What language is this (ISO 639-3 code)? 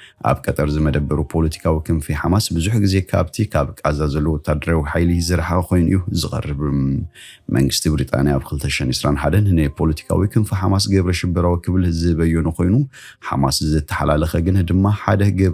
tir